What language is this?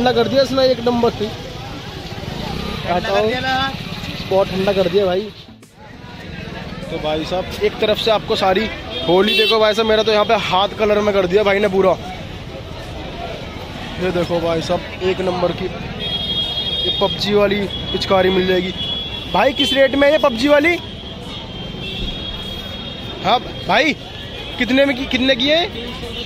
Hindi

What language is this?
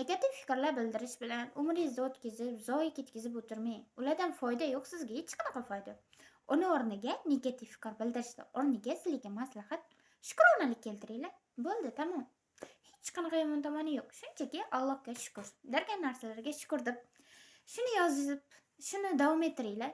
Uzbek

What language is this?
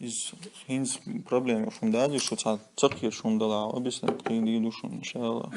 Chechen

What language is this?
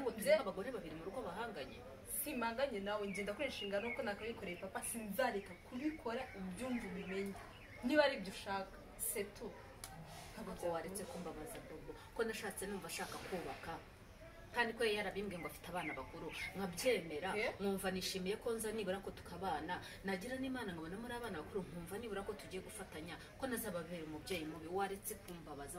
Kinyarwanda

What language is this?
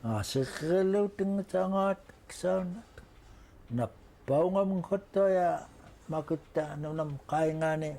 Central Yupik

